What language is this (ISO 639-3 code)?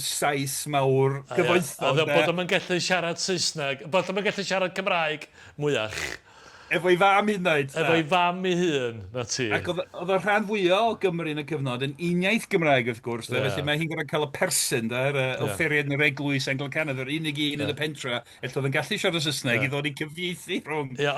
cym